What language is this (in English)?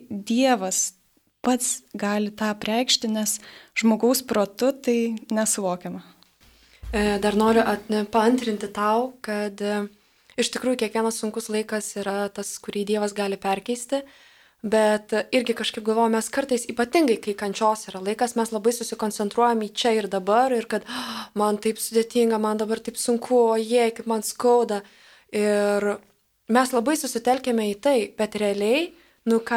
Lithuanian